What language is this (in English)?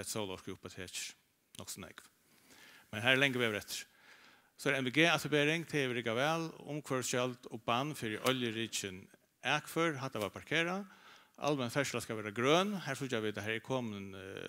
Faroese